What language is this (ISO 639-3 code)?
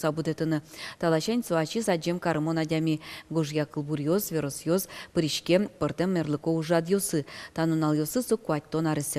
udm